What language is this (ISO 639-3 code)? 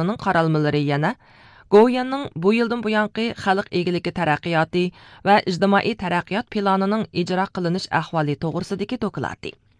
uig